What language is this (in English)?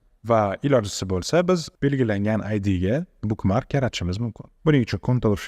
Uzbek